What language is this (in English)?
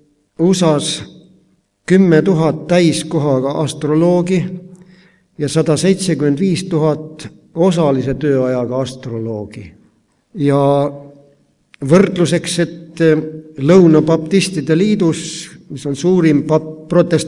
Estonian